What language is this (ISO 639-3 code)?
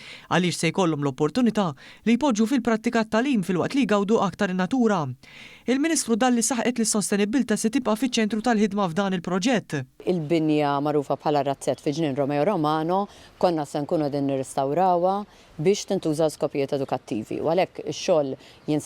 mlt